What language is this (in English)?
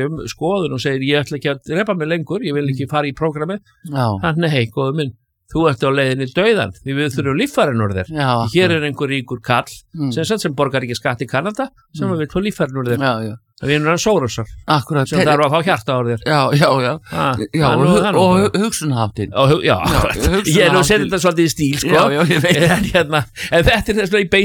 Icelandic